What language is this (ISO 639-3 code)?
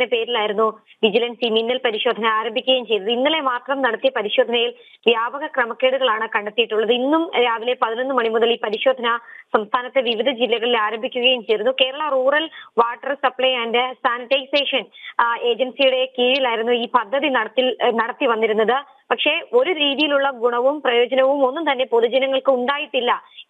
mal